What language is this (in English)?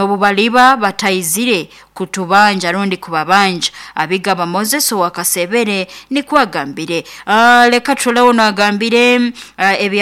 Nyoro